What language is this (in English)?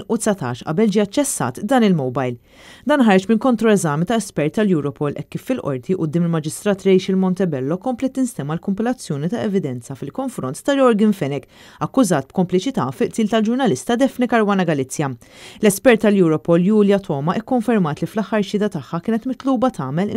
Maltese